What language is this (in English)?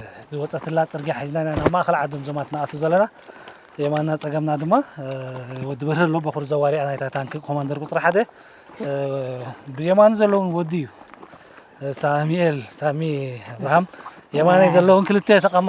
Tigrinya